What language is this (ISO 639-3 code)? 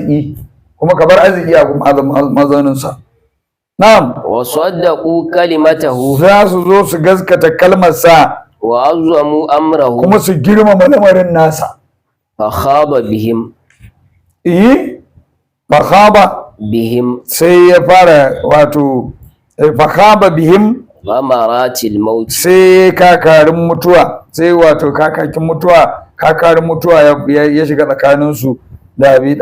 hau